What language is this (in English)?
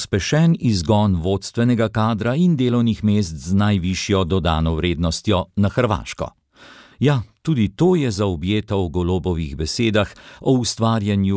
Slovenian